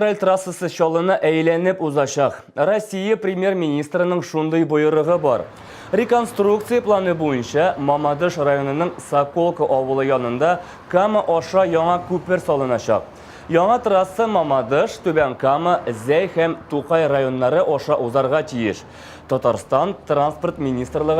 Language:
Tatar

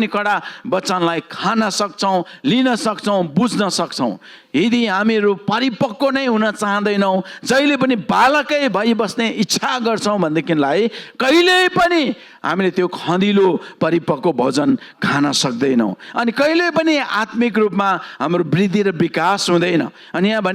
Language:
Nepali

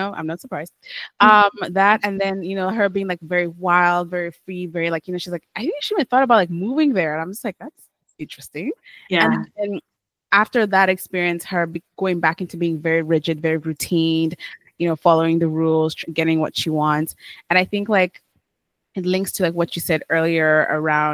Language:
English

